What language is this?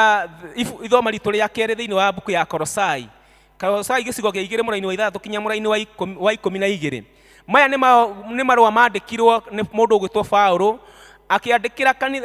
Kikuyu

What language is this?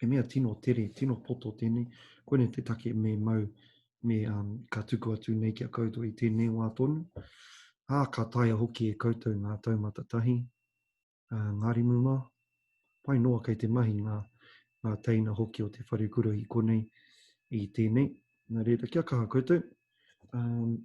Māori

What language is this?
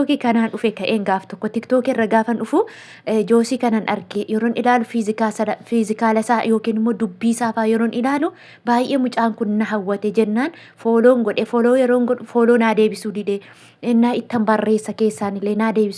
Oromo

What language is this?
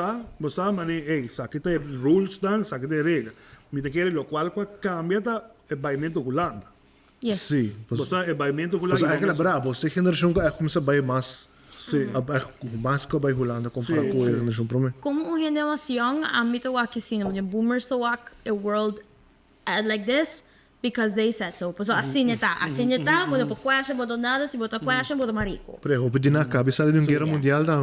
Papiamento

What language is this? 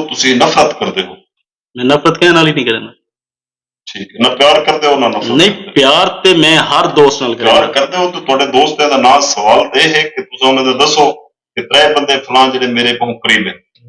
Saraiki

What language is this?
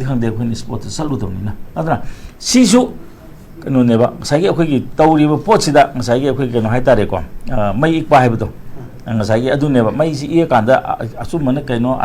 Manipuri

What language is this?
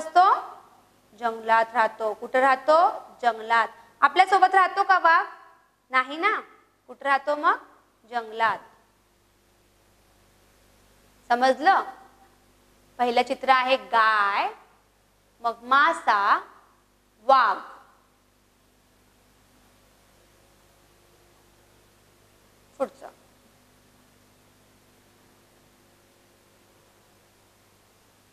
Marathi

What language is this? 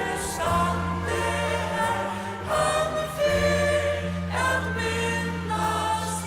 Faroese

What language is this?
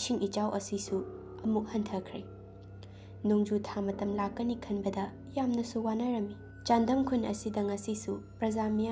Manipuri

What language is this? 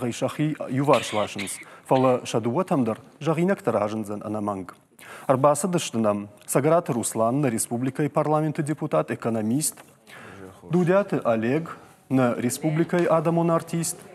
Ossetic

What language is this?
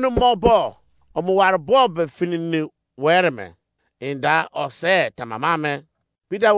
Izon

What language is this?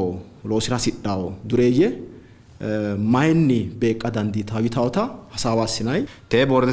Sidamo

